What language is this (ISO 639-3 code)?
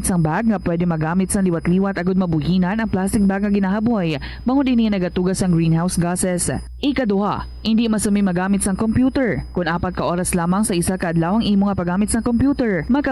hil